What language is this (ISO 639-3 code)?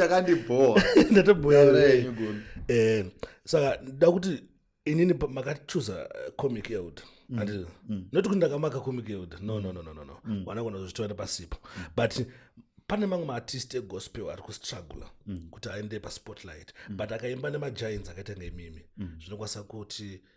sna